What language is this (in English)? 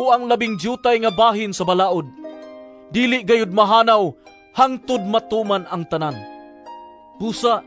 Cebuano